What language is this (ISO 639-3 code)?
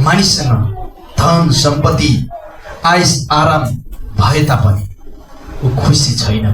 nep